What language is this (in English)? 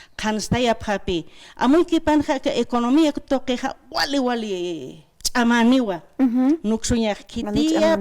Aymara